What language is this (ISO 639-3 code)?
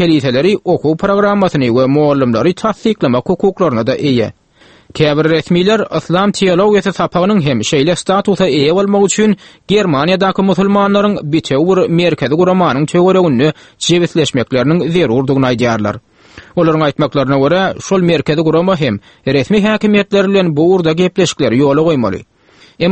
tuk